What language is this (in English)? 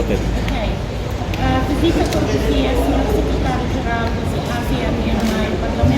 Tetum